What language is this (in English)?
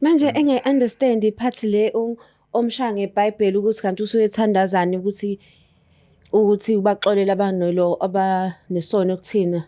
Zulu